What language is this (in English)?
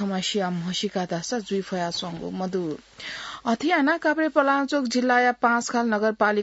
Newari